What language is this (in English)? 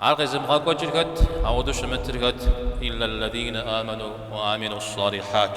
Kabardian